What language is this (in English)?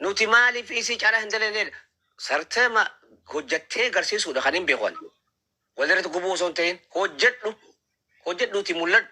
Oromo